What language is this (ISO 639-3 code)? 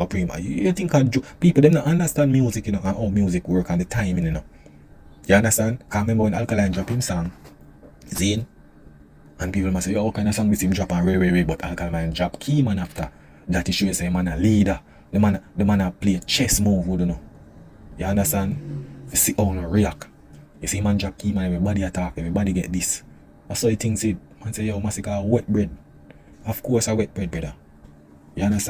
jam